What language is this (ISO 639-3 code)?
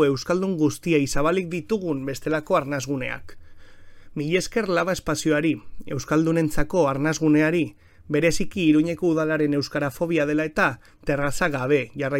eus